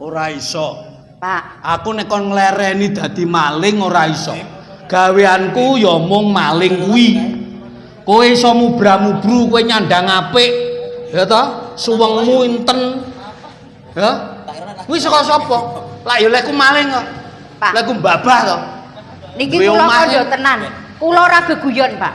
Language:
Javanese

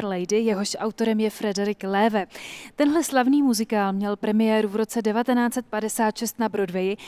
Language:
Czech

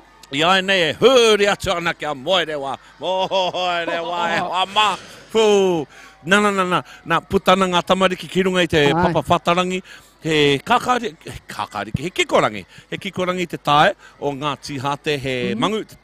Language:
Māori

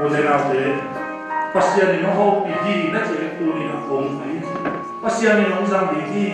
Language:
Tedim Chin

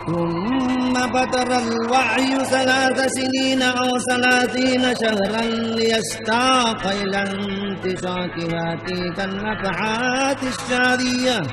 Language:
Buginese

